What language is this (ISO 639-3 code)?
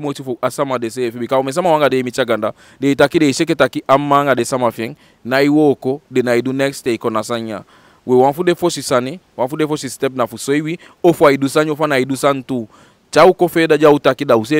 djk